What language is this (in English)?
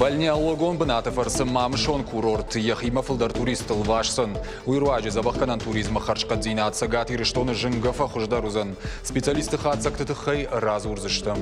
Ossetic